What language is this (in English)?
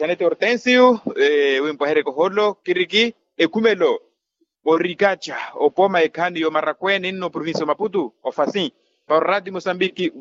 Makhuwa